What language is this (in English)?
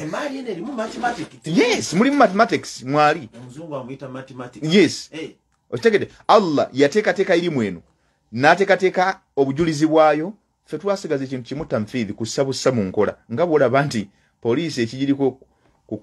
Ganda